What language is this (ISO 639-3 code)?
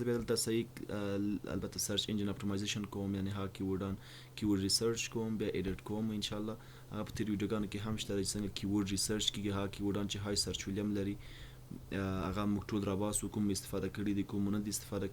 pus